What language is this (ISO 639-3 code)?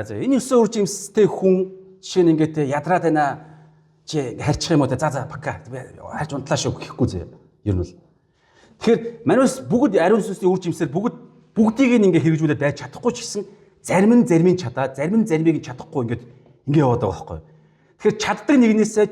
mon